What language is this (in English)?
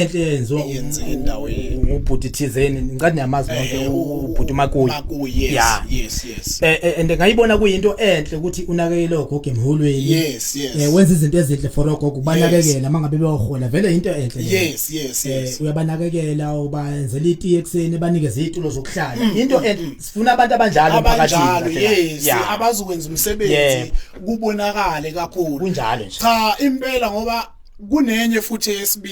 Zulu